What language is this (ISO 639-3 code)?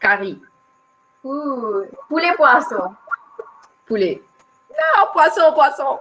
mfe